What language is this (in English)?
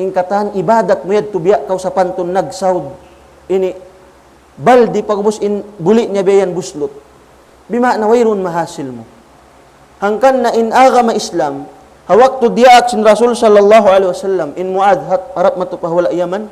Tausug